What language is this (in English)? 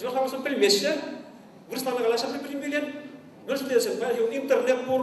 Chuvash